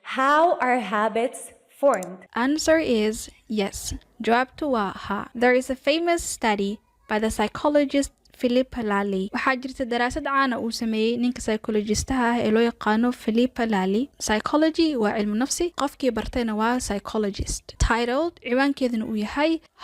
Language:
Somali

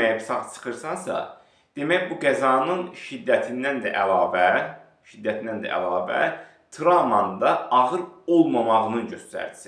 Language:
Azerbaijani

